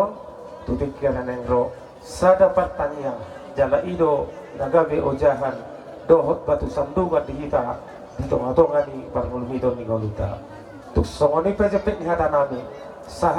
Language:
Batak Toba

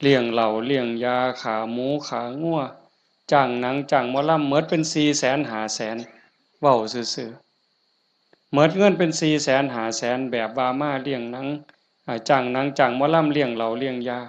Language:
Northeastern Thai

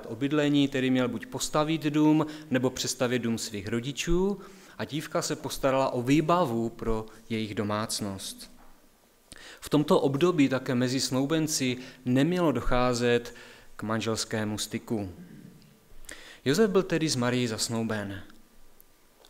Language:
Czech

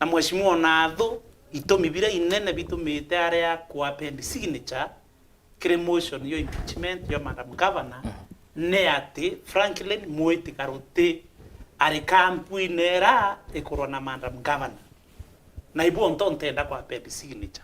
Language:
Meru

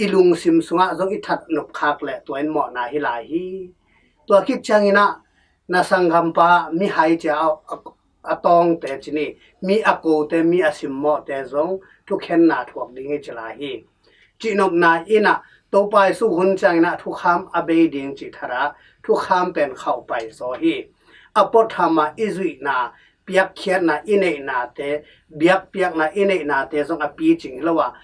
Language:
Tedim Chin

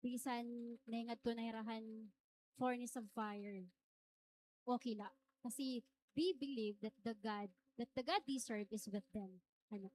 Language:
Waray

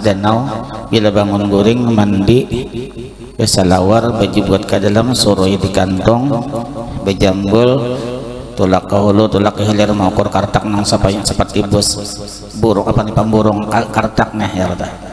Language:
Banjar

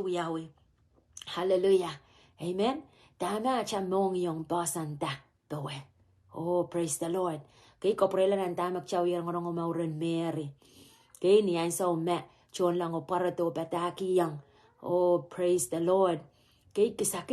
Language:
Pohnpeian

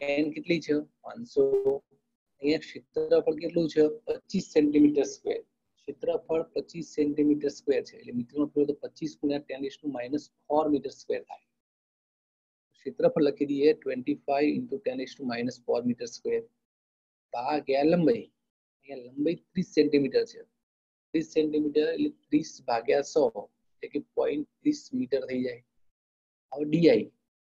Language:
Gujarati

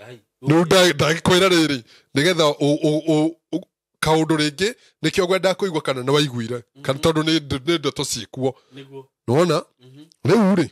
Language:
Kikuyu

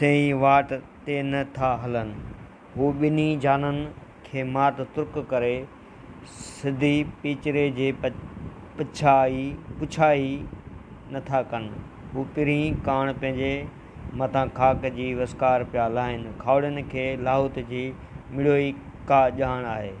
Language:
Sindhi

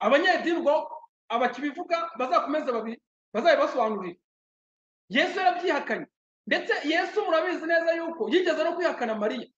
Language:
Kinyarwanda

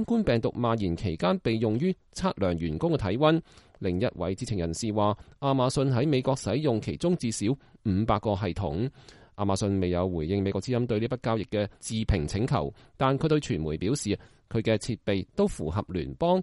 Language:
Cantonese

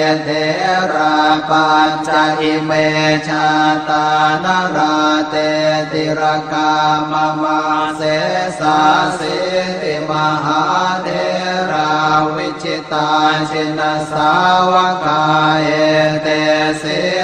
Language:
Pali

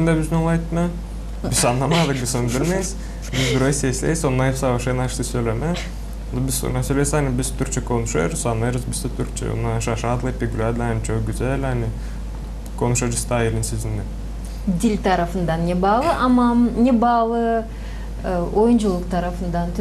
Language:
Gagauz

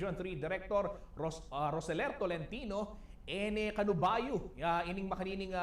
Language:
Pampanga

